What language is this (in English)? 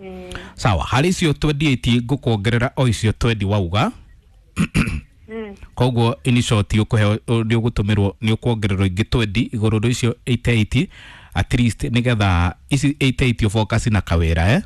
Kikuyu